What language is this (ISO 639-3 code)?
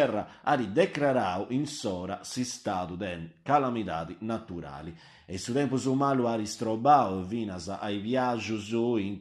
srd